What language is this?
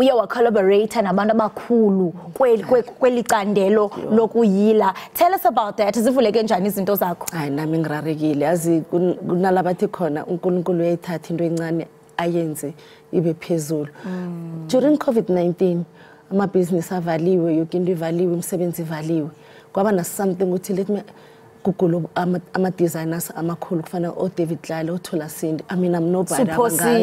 Zulu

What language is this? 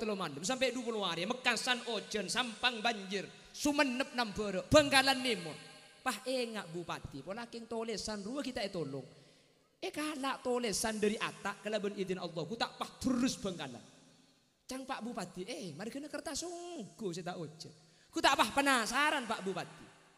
Madurese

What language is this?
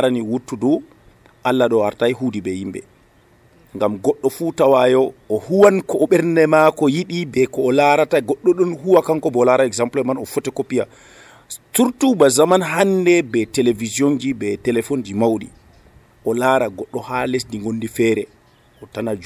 Nigerian Fulfulde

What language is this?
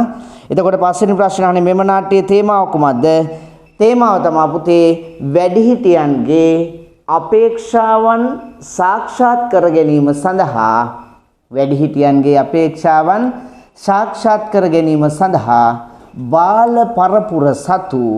Sinhala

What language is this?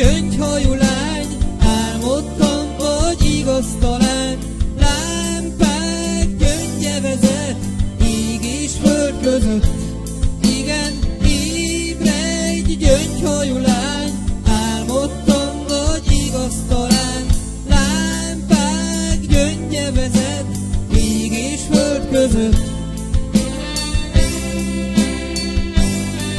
Hungarian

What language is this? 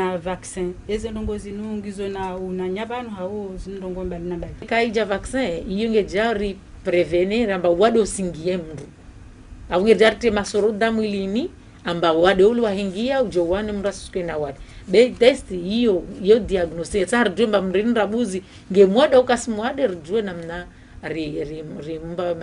Ngazidja Comorian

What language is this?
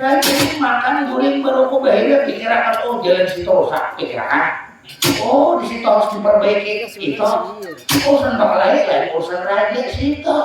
Banjar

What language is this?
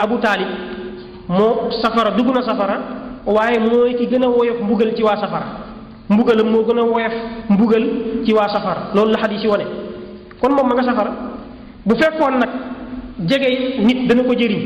Wolof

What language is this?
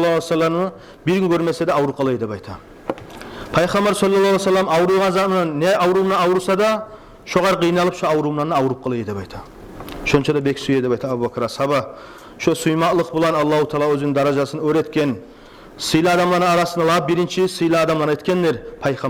Kumyk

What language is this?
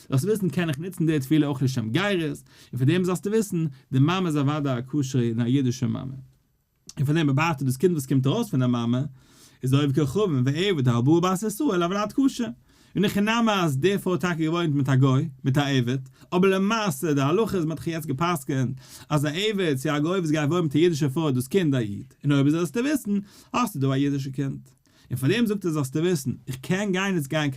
Yiddish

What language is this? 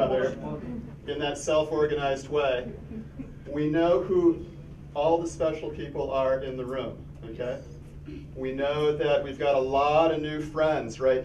English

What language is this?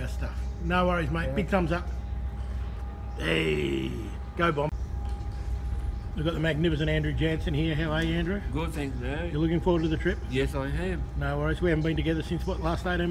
English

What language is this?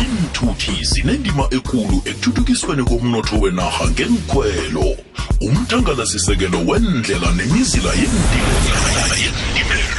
South Ndebele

